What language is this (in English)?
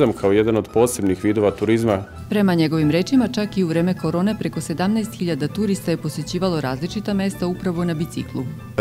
Serbian